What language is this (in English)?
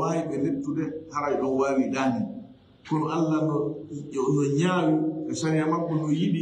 Fula